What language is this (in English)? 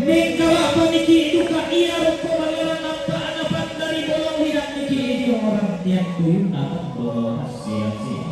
Toraja-Sa'dan